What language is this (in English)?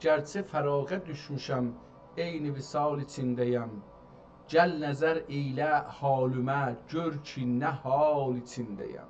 South Azerbaijani